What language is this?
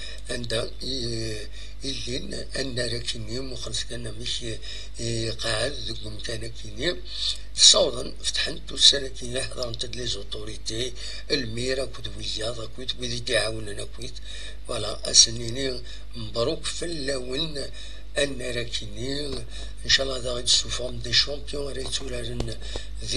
Kabyle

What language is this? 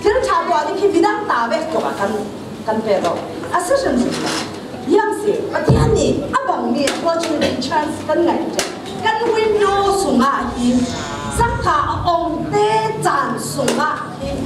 Falam Chin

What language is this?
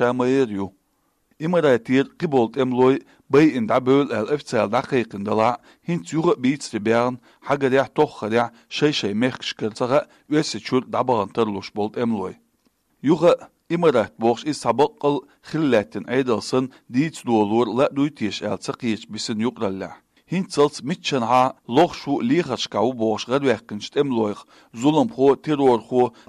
Chechen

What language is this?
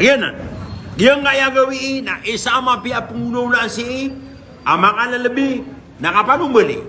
Maranao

